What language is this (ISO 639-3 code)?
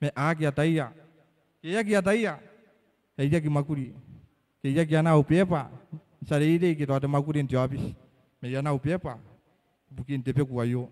gil